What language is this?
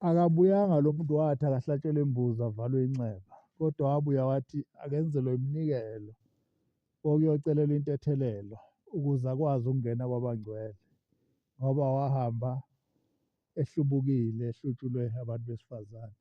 Zulu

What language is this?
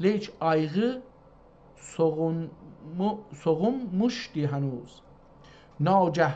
South Azerbaijani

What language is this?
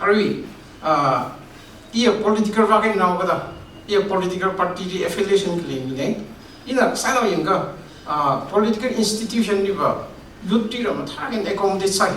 Tangkhul Naga (India)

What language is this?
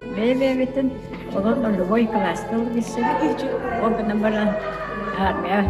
Yakut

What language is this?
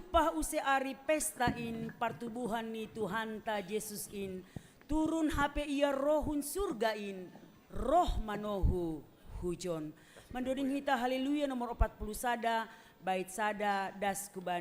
Batak Simalungun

